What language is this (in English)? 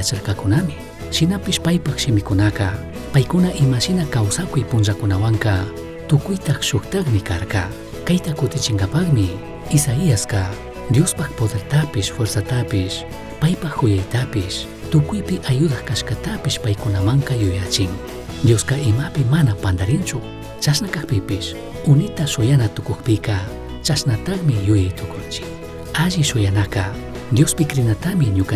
Chimborazo Highland Quichua